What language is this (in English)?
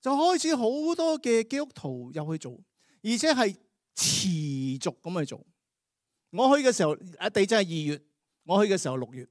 Cantonese